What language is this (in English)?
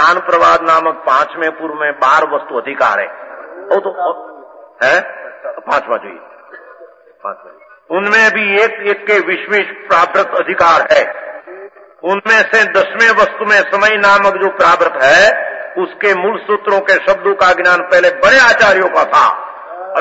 Hindi